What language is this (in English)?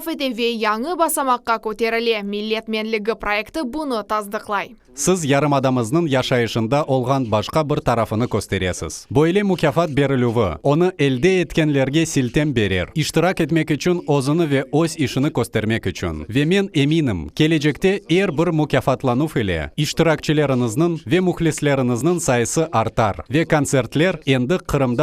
Crimean Tatar